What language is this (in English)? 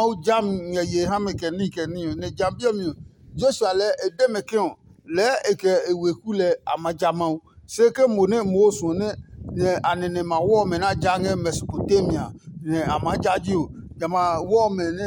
Adangme